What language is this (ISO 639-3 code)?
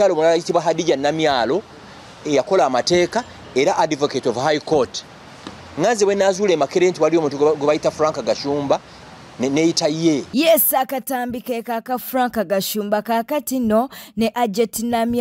lug